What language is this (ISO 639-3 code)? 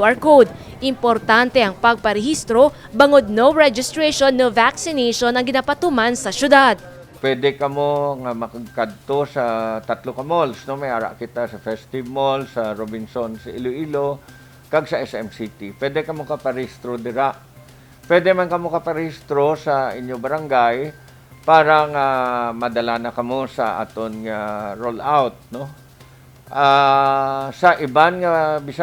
hil